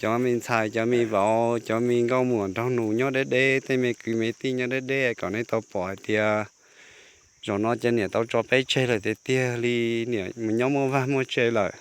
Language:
Hmong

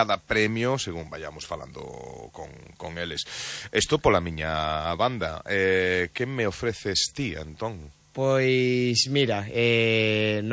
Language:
Galician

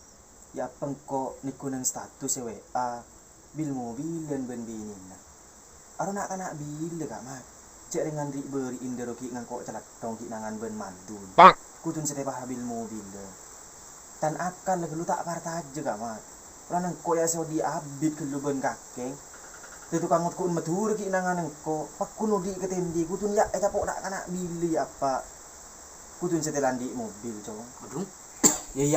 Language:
Madurese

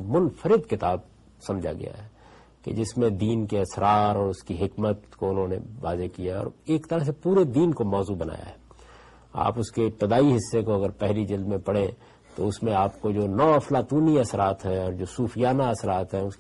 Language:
Urdu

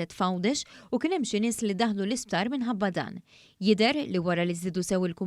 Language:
Maltese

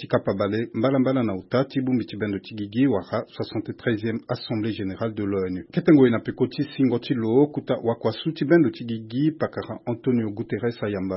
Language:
Sango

